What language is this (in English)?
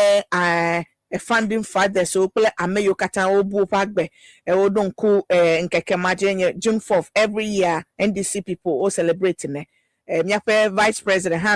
Ewe